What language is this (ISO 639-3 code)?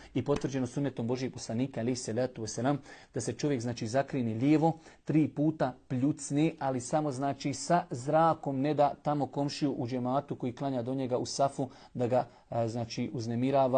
bos